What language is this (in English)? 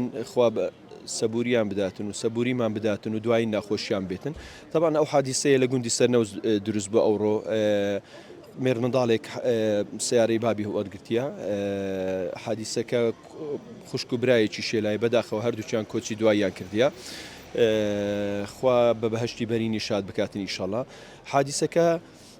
Central Kurdish